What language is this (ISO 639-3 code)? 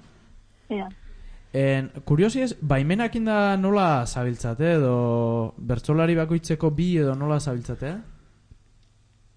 eus